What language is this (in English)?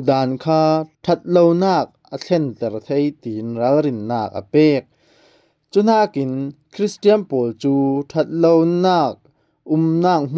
Falam Chin